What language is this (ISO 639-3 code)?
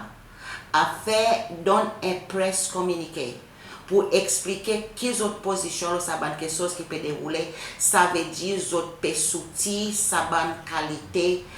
crs